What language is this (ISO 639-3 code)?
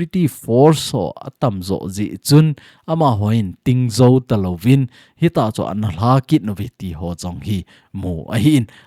tcz